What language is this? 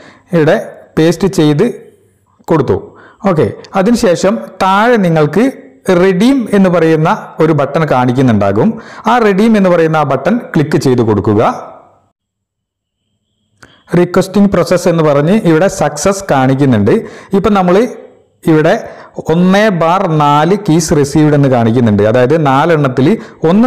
Malayalam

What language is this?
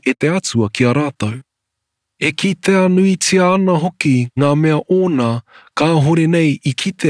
Māori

